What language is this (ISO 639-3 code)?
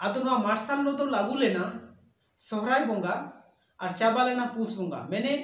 sat